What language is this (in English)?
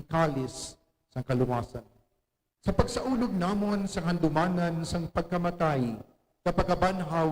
Hiligaynon